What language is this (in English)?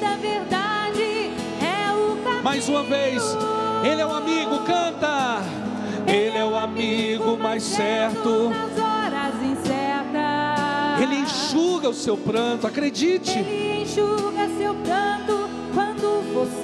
Portuguese